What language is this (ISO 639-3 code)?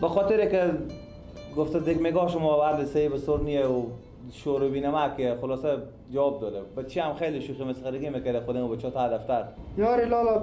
fas